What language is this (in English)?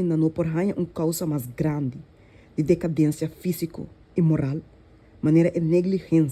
Papiamento